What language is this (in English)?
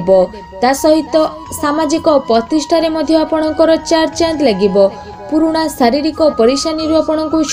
Odia